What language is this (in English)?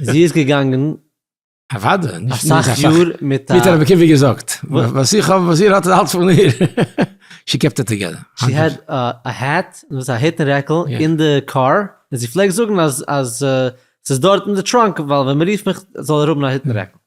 Yiddish